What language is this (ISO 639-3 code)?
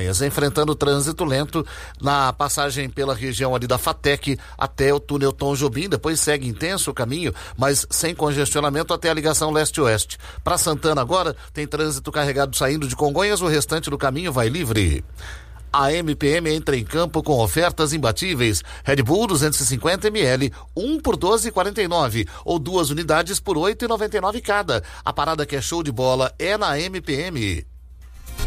por